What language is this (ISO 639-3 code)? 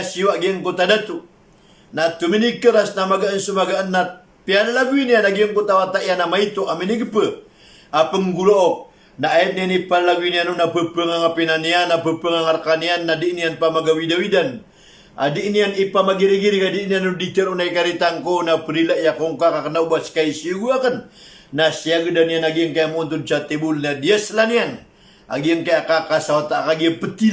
mrw